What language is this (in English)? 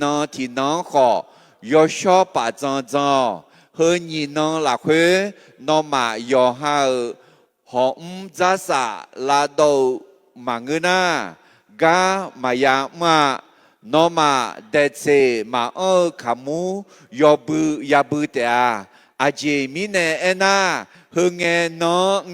Akha